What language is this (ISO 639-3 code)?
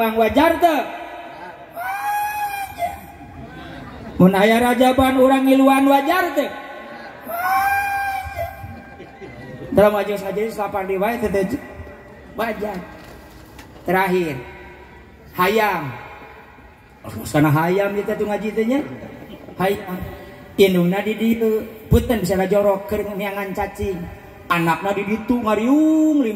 sun